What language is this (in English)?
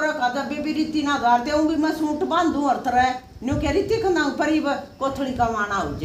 Haryanvi